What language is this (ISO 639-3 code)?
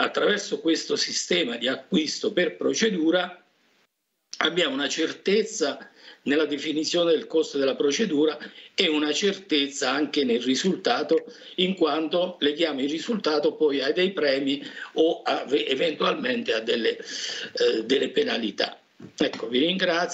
ita